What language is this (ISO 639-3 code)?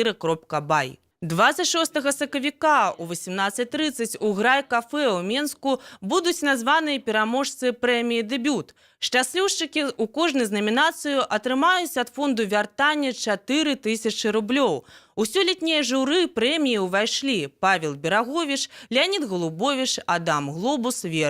bel